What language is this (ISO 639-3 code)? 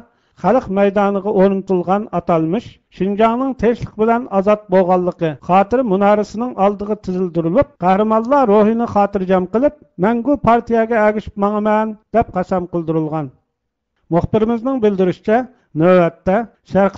uig